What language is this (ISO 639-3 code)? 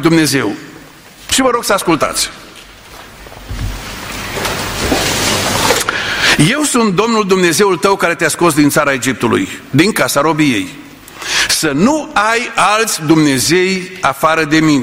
ron